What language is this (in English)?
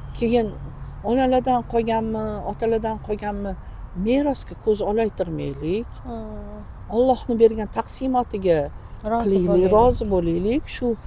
Uzbek